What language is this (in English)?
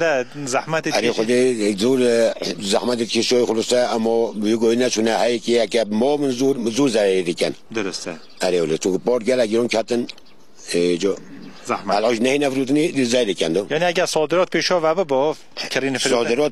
Kurdish